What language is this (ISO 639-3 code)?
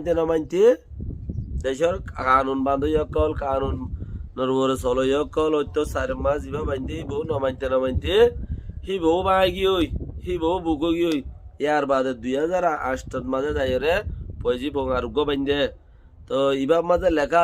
rhg